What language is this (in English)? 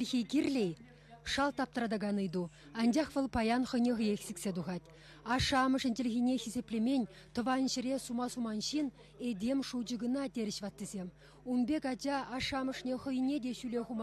Chuvash